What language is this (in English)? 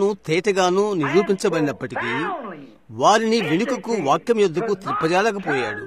Telugu